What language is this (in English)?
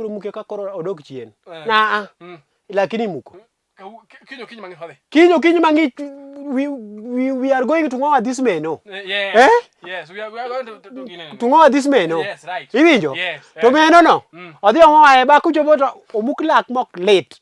Luo (Kenya and Tanzania)